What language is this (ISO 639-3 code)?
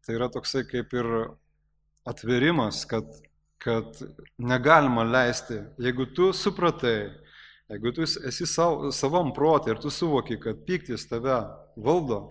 lit